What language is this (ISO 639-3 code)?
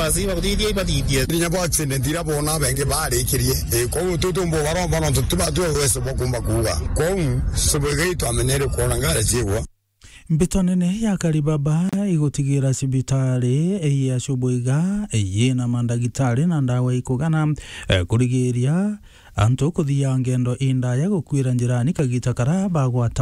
mer